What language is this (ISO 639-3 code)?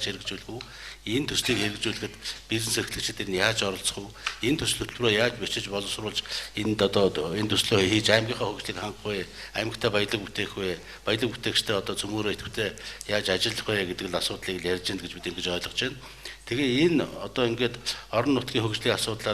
mon